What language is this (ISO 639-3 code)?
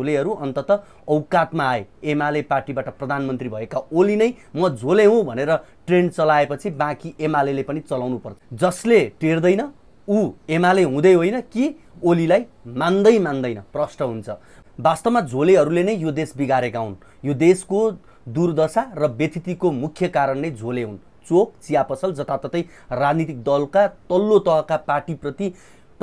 nep